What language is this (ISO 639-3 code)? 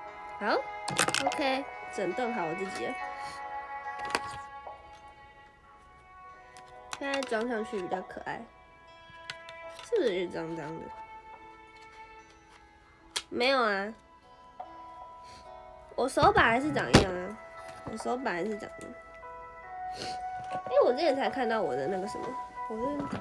zho